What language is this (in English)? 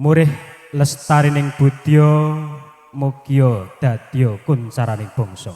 Javanese